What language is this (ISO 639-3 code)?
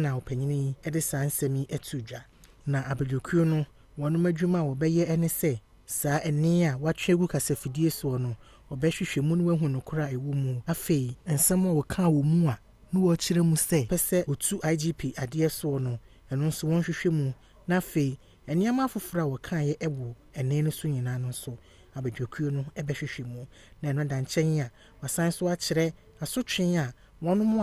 aka